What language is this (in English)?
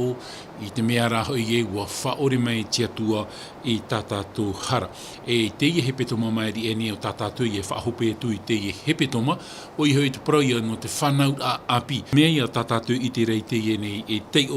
Tahitian